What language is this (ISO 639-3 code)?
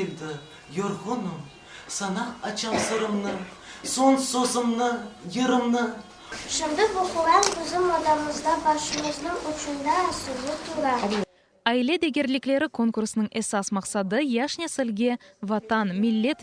crh